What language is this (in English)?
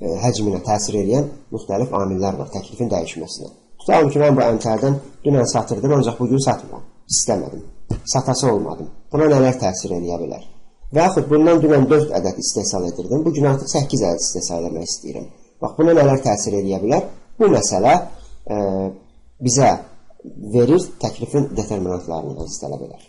Azerbaijani